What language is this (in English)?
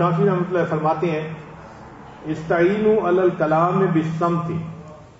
Urdu